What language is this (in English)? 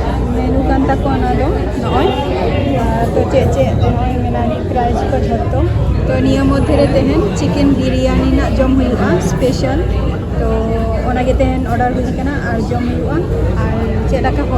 Santali